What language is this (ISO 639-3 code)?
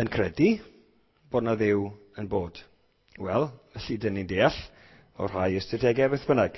cym